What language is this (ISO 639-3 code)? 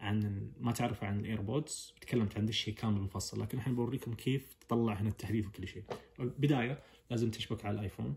ars